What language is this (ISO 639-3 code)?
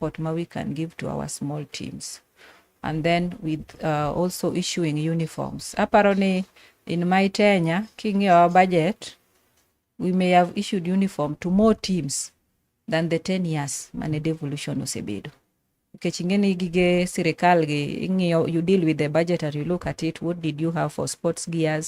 luo